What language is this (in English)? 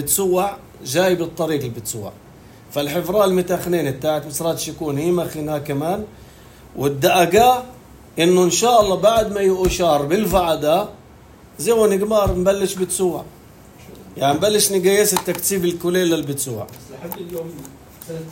North Levantine Arabic